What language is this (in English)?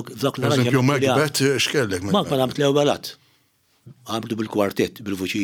Maltese